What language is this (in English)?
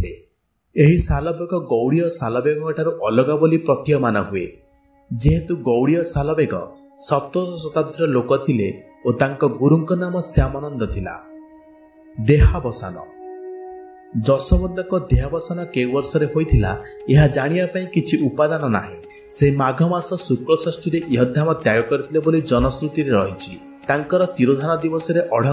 Odia